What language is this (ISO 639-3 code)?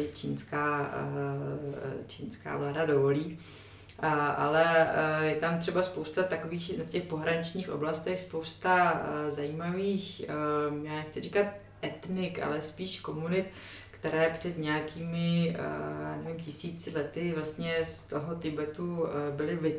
ces